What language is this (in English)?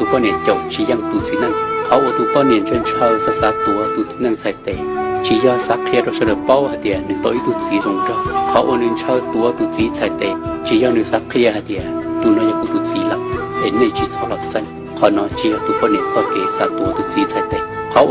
Hmong